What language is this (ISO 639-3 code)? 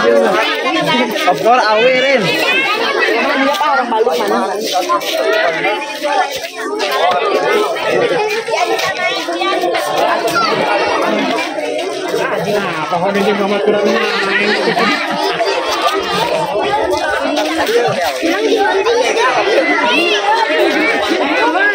ind